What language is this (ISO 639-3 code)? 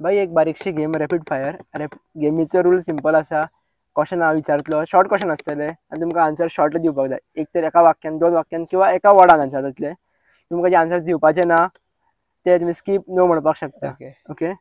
kok